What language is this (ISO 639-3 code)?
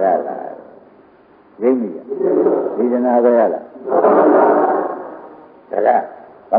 mya